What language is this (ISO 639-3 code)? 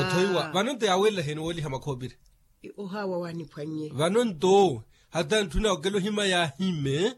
vmw